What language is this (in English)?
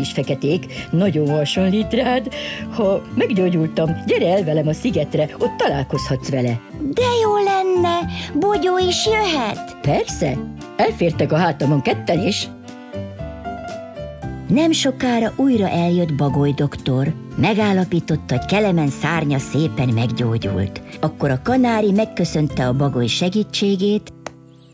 Hungarian